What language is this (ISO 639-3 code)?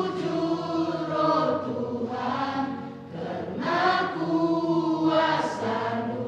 btx